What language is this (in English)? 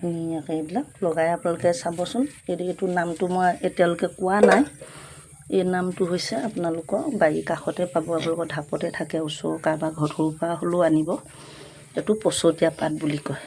Assamese